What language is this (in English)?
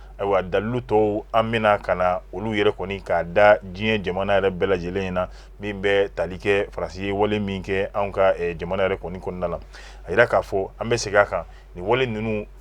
Bambara